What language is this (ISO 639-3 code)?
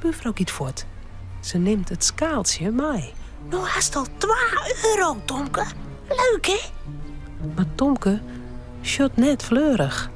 fry